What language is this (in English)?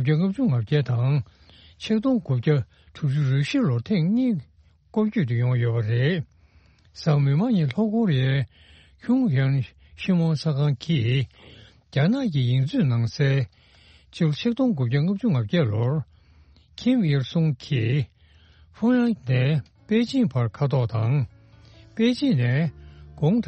Tibetan